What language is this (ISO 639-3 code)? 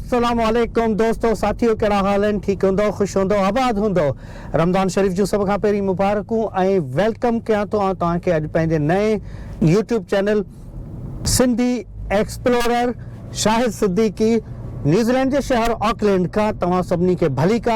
snd